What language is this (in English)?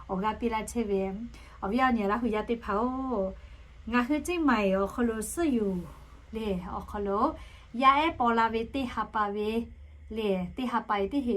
Lahu